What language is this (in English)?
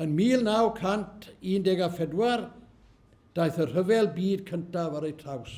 Welsh